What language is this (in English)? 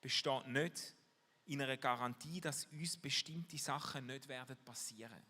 Swiss German